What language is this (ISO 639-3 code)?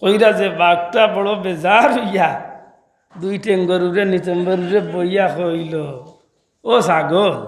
syl